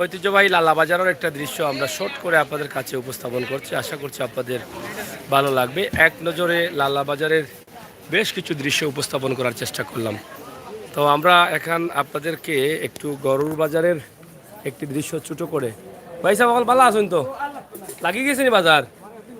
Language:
Sylheti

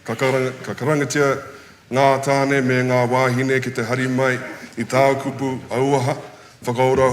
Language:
Māori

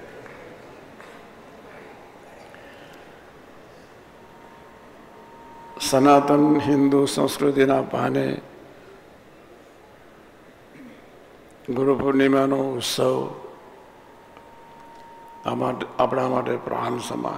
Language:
Gujarati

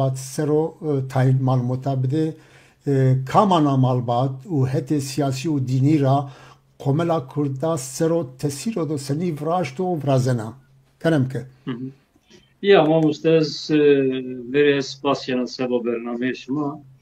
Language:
Zaza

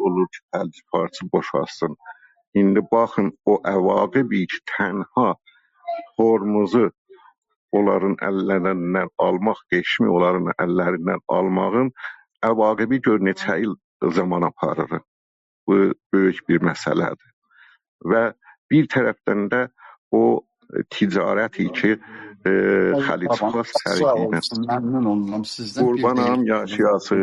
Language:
South Azerbaijani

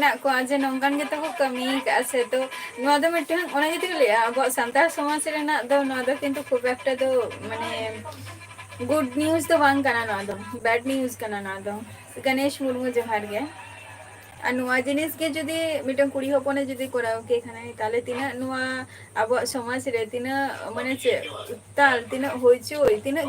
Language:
Santali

